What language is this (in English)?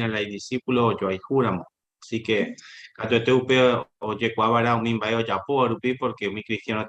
Guarani